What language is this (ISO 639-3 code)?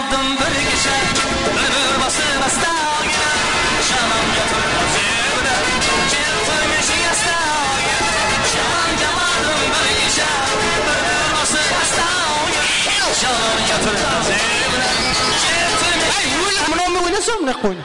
kaa